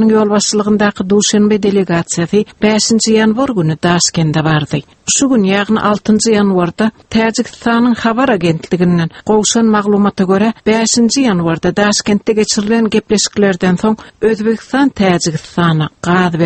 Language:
Turkmen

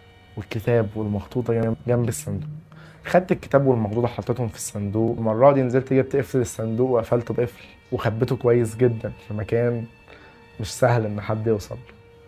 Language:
Egyptian Arabic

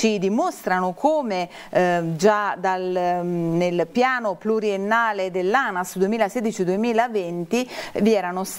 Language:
Italian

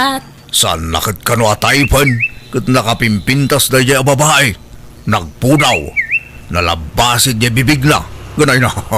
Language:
Iloko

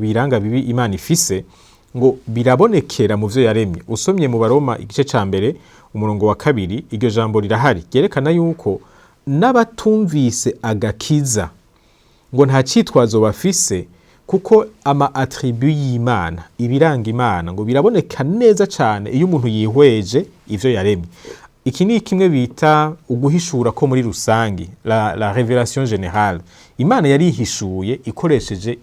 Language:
Rundi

